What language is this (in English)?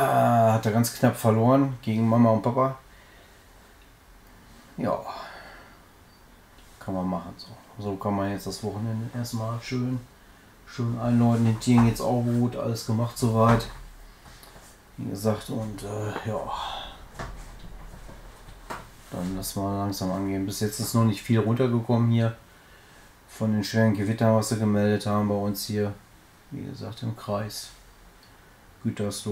German